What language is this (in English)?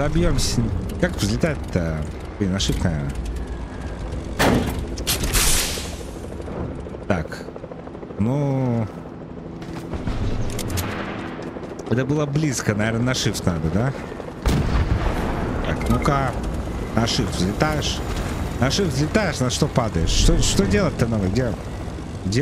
Russian